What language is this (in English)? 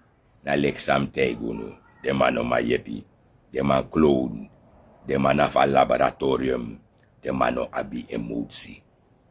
Sranan Tongo